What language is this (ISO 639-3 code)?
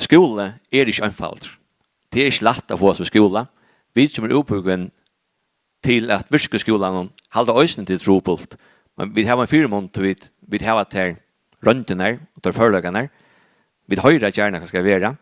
fao